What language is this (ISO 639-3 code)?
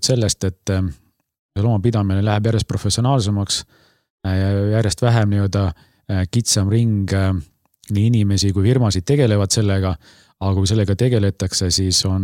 est